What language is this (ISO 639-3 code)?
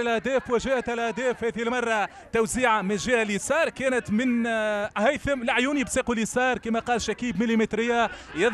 aeb